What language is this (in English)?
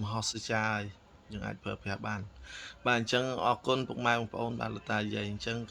Khmer